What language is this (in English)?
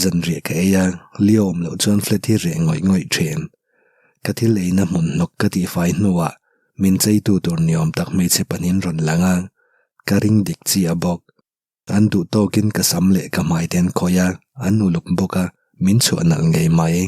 Mizo